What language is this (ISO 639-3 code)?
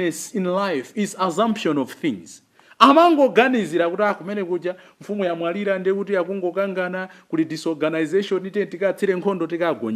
nya